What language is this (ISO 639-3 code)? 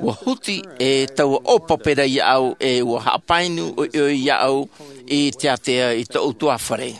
tah